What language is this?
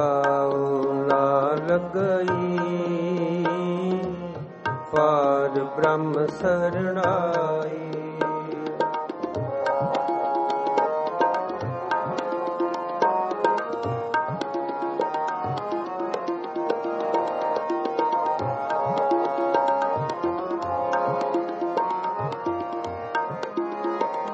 Punjabi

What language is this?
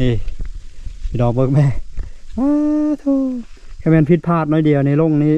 Lao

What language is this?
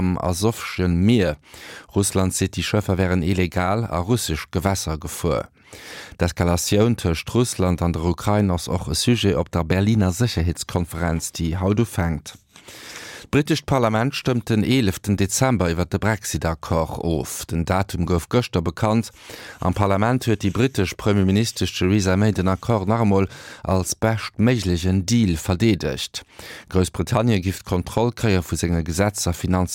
Luxembourgish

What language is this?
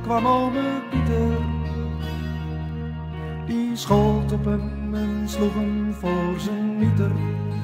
Dutch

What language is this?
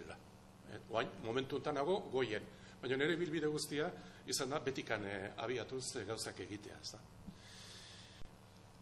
Basque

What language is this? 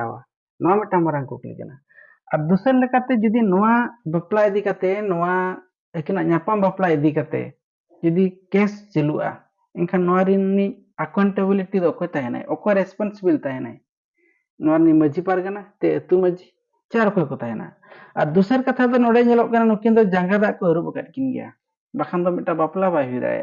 Santali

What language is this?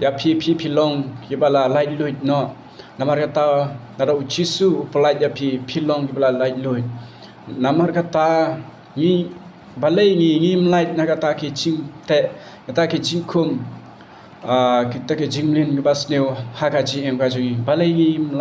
Khasi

